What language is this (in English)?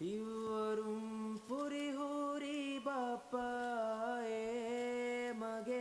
Divehi